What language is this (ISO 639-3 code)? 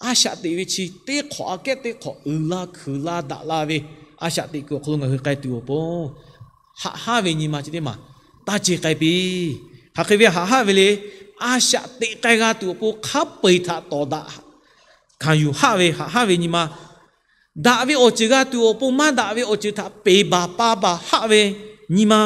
lhu